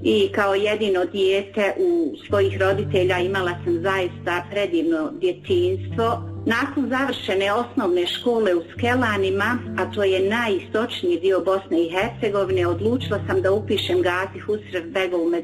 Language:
Bosnian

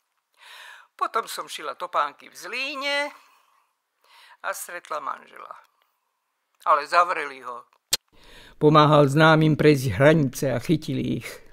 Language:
Slovak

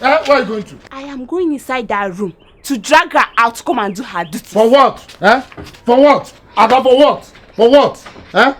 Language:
Nigerian Pidgin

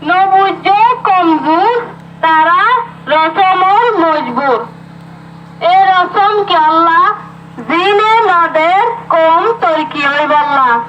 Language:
Rohingya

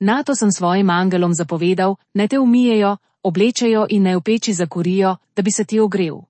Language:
Slovenian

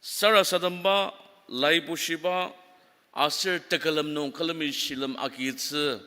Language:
Ao Naga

